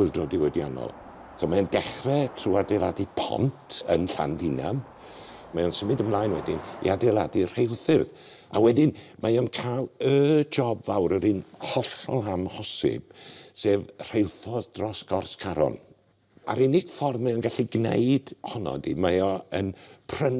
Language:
Welsh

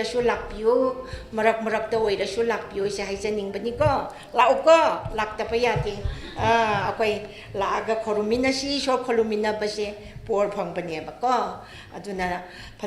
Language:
Tangkhul Naga (India)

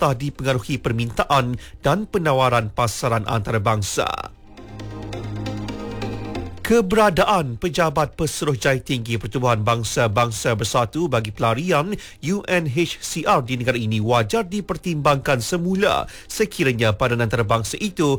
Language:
Malay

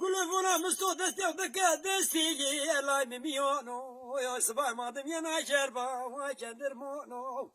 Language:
Zaza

